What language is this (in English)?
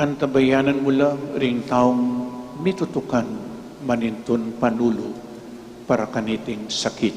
Pampanga